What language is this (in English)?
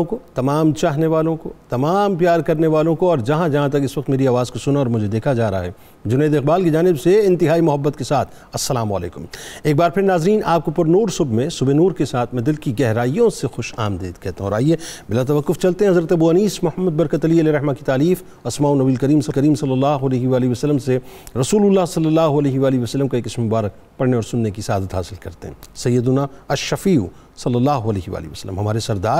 Urdu